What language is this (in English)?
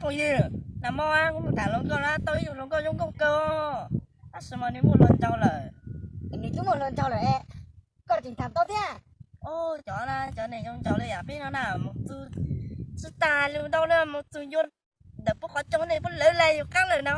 Hmong